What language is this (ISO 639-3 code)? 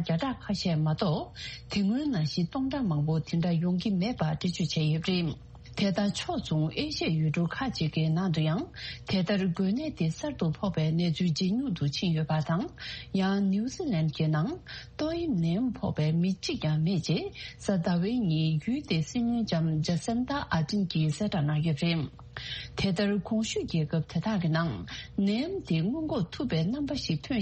bod